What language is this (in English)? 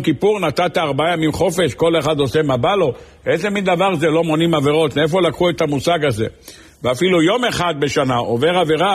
Hebrew